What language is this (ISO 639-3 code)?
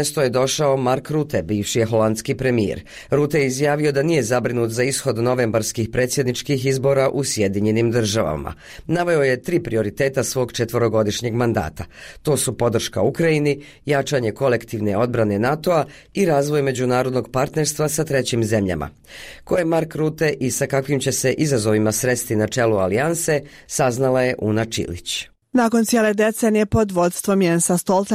bos